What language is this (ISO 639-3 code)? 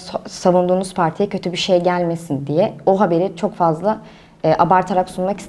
tur